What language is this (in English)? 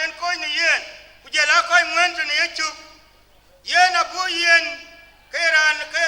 Dinka